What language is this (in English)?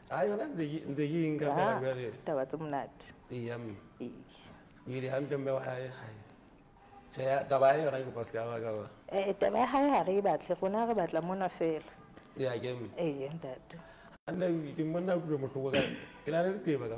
Southern Sotho